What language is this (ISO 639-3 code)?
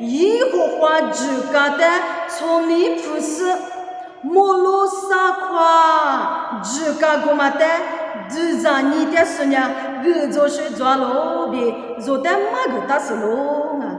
lis